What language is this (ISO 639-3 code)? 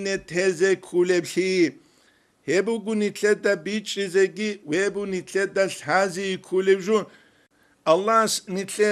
ava